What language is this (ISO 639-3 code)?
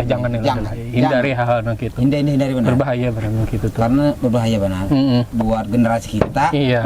bjn